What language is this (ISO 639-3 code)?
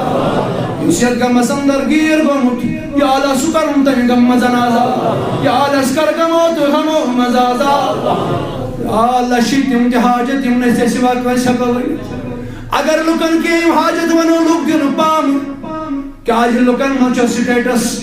kas